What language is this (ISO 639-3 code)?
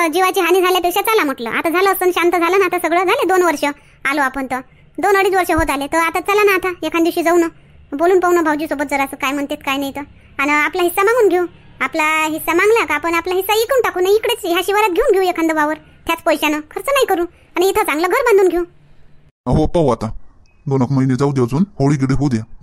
mar